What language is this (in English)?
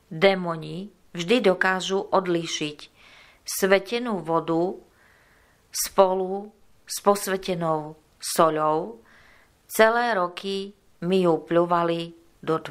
Slovak